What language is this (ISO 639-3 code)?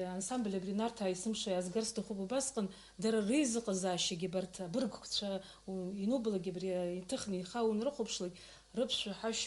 abk